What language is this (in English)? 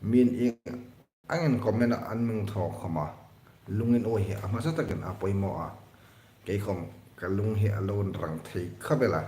Hmar